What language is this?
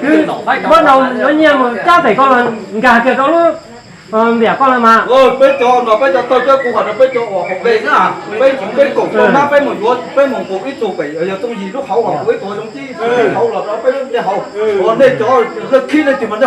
Hmong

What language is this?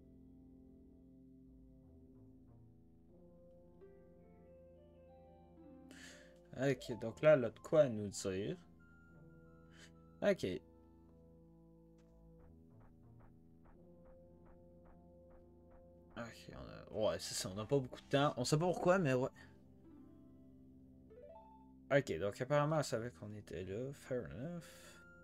French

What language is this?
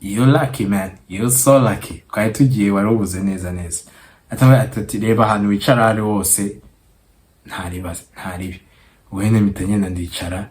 Kinyarwanda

